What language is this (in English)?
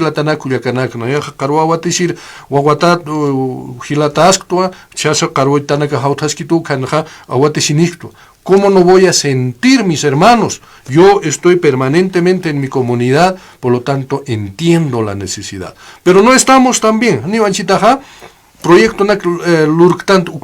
Aymara